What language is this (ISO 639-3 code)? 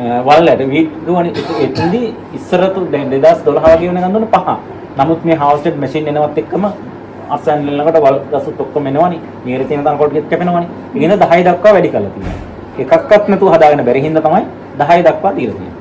sin